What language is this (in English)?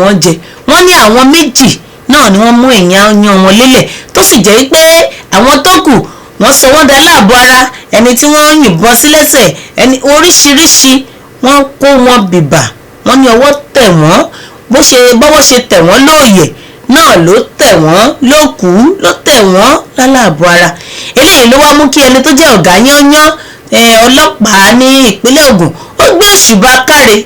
Yoruba